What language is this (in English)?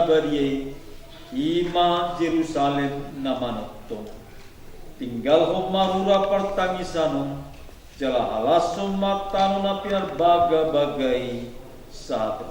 Batak Toba